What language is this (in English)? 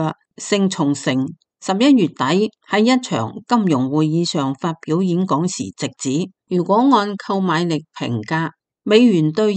Cantonese